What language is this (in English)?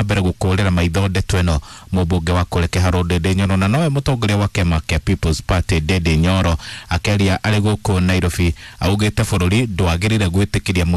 Kikuyu